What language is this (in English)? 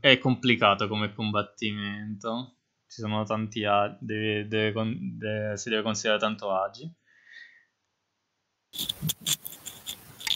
Italian